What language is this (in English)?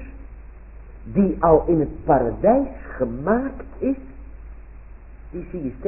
Dutch